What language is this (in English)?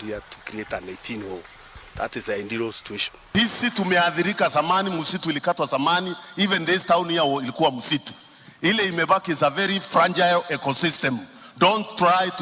Meru